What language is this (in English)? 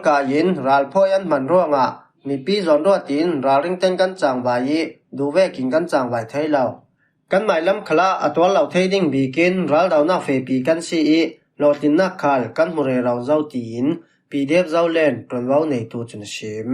Falam Chin